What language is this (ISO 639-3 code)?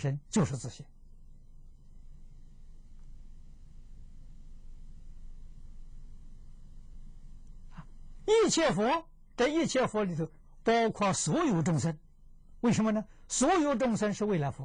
zho